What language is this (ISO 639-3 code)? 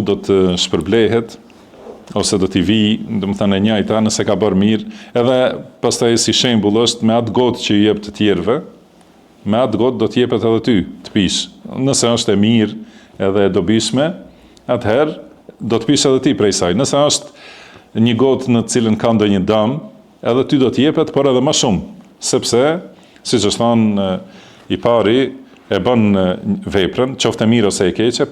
sqi